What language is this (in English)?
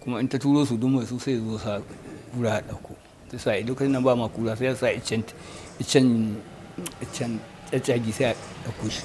Hausa